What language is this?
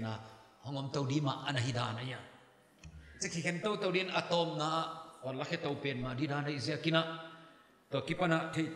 Paite Chin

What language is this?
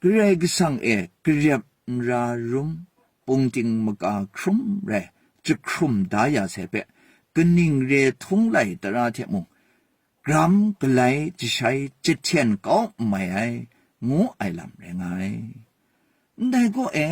Kachin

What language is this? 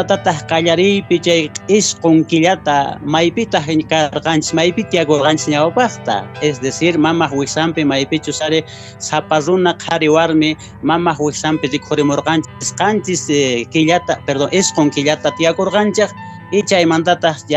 Quechua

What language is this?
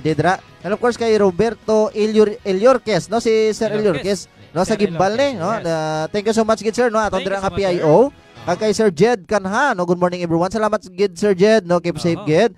Hiligaynon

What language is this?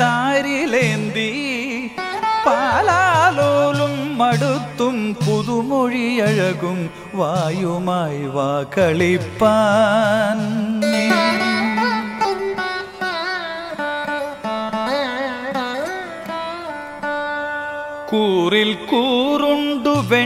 Malayalam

